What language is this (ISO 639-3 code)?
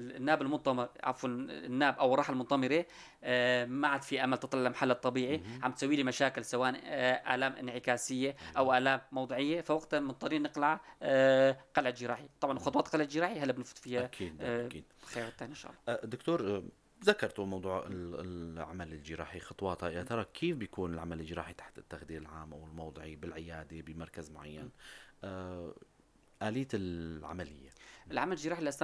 apc